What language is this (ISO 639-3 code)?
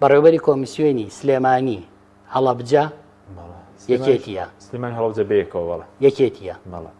ckb